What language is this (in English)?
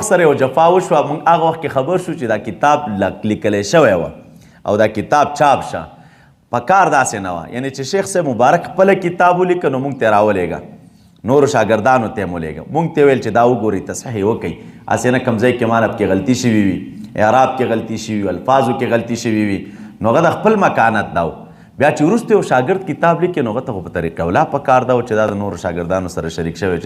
Pashto